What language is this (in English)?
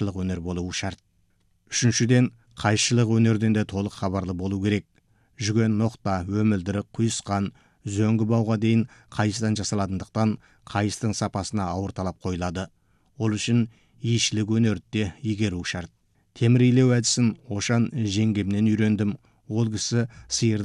Kazakh